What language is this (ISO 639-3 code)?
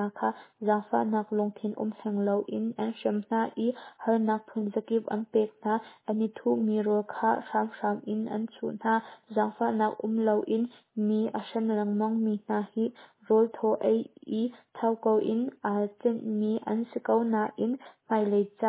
cnh